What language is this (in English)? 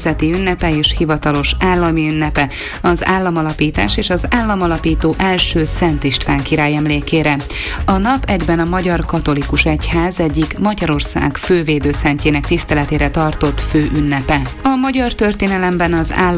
Hungarian